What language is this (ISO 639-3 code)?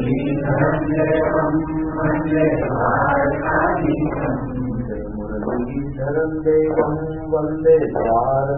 mar